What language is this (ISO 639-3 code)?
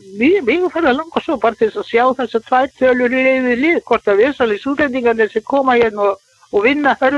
isl